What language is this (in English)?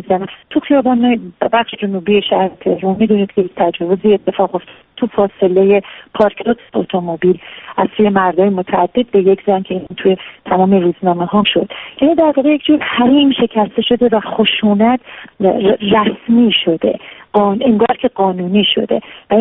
Persian